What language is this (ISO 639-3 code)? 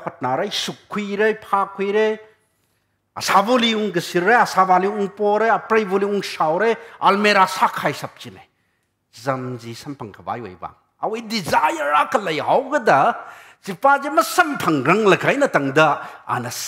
nmf